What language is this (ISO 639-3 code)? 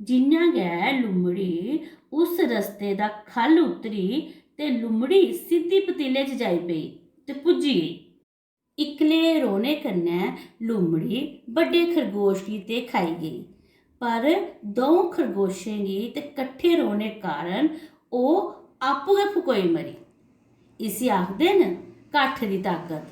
doi